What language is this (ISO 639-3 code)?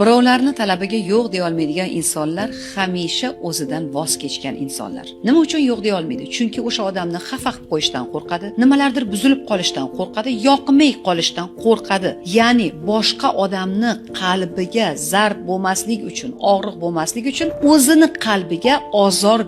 uzb